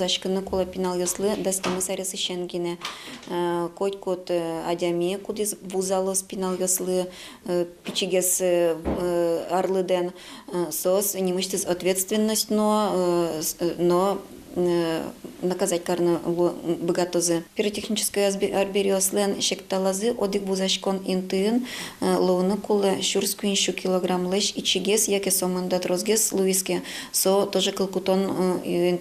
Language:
Udmurt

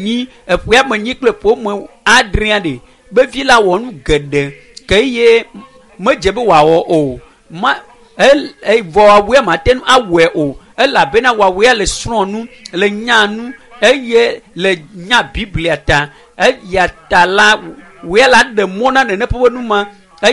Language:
Ewe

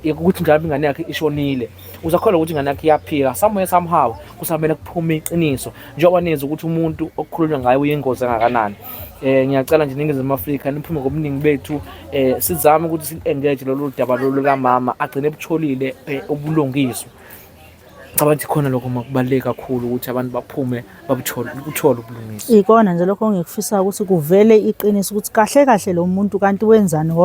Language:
Zulu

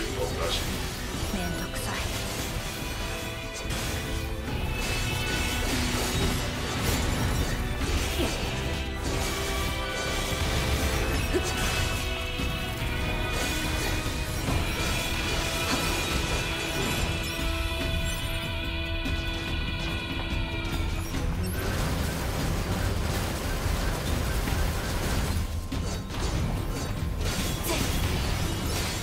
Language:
Japanese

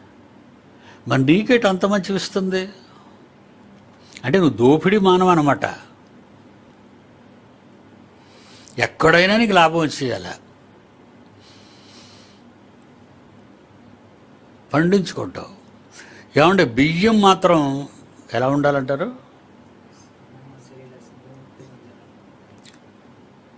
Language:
Telugu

